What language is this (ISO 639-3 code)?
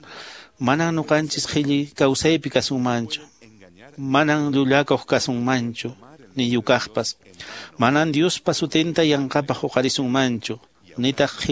que